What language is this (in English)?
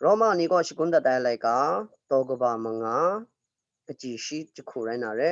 Kachin